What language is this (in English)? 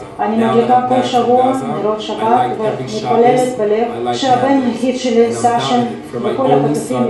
Hebrew